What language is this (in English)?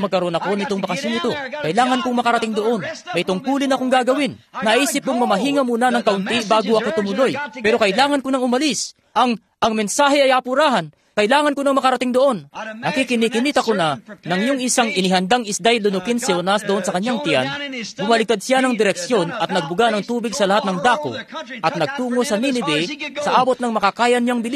Filipino